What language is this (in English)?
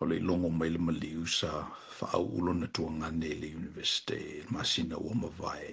Samoan